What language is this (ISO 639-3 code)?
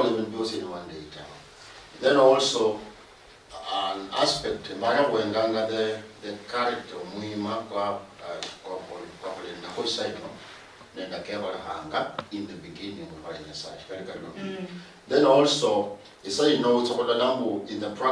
luy